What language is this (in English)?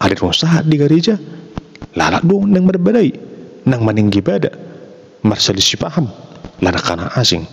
Batak Toba